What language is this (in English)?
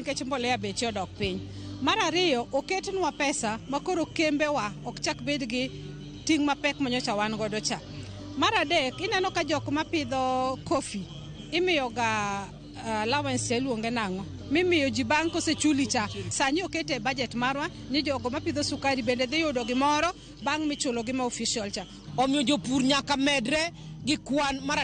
Luo (Kenya and Tanzania)